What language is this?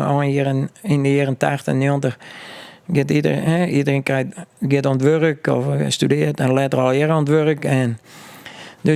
Western Frisian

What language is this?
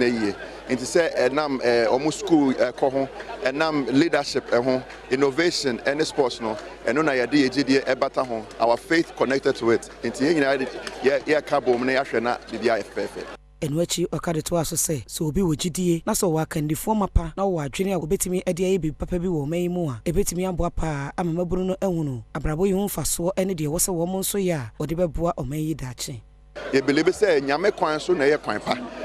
Akan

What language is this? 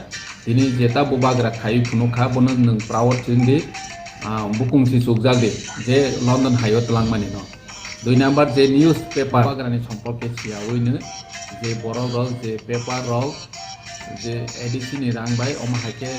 Riang (India)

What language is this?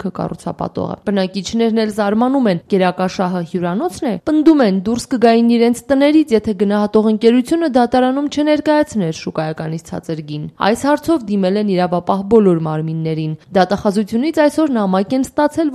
Armenian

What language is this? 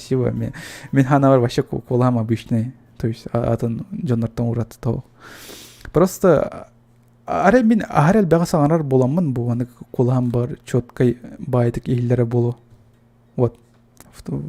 Yakut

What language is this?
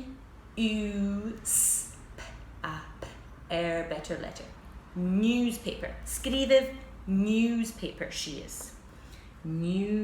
Scottish Gaelic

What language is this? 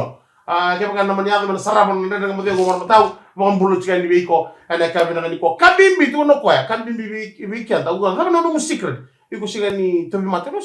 Fijian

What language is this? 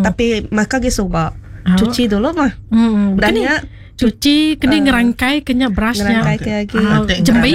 Iban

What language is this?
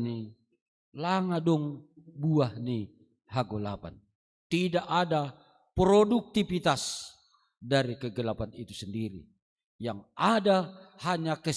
Batak Simalungun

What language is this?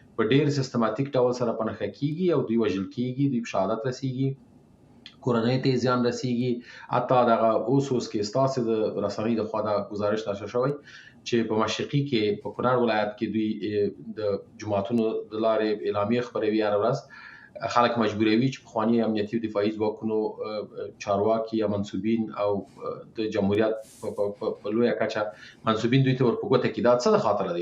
Pashto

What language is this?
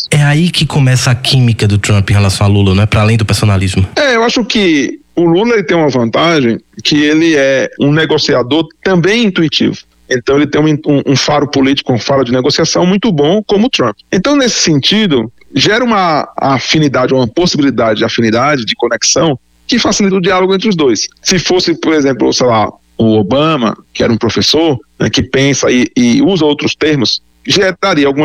Portuguese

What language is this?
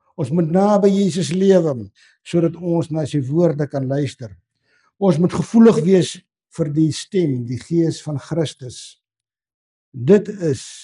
Afrikaans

